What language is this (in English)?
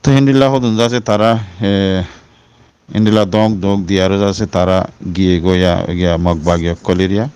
Rohingya